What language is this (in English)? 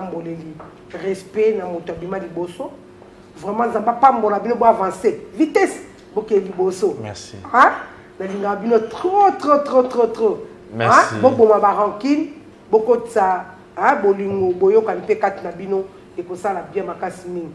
Lingala